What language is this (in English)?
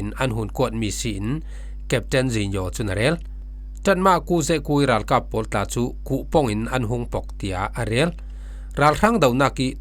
Falam Chin